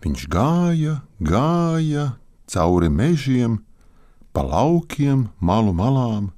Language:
Latvian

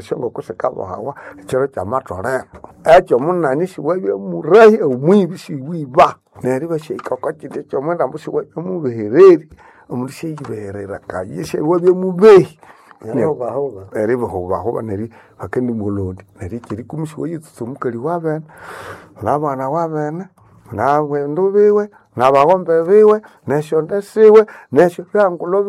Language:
Nande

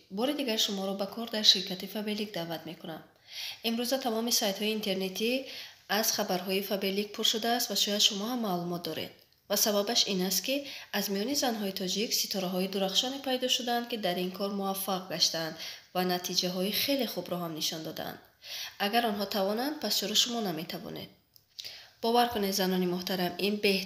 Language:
Tajik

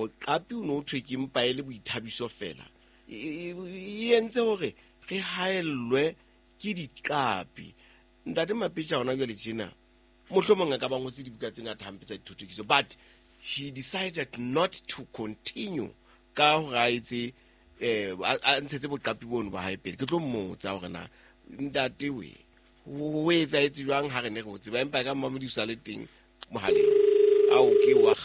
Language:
Southern Sotho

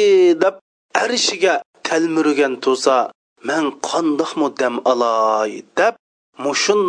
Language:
Uyghur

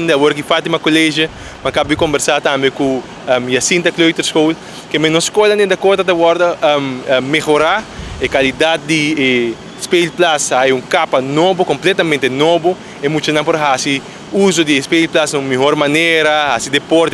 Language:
Papiamento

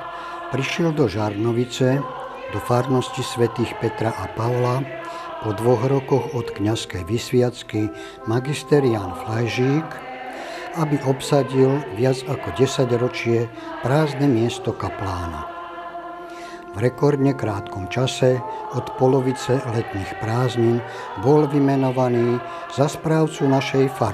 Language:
Slovak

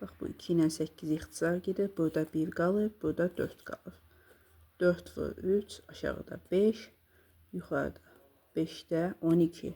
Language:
Azerbaijani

